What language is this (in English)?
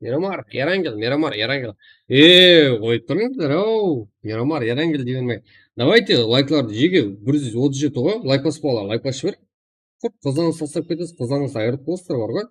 Kara-Kalpak